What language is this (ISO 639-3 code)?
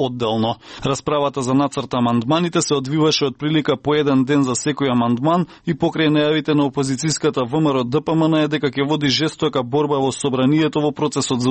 mkd